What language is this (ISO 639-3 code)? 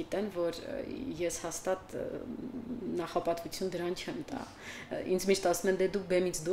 hye